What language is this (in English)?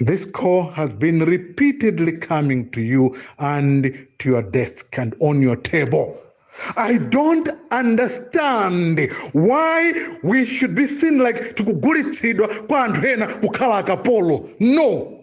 Nyanja